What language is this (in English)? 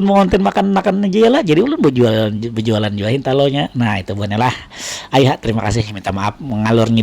Banjar